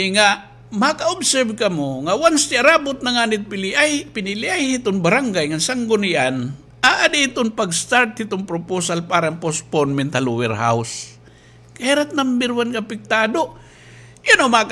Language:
Waray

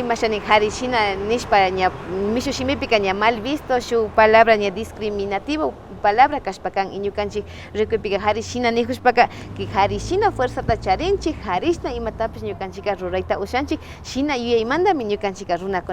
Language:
Imbabura Highland Quichua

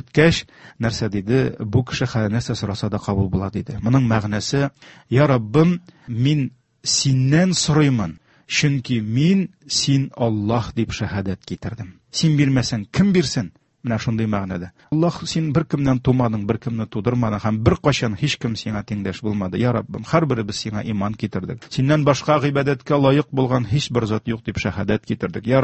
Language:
Tatar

